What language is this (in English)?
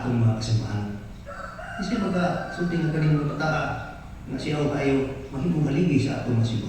Cebuano